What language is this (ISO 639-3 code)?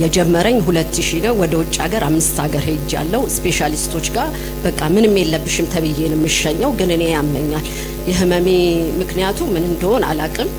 amh